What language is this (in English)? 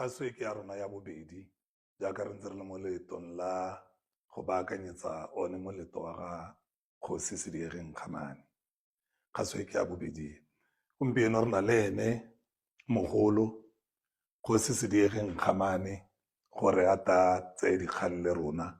Tswana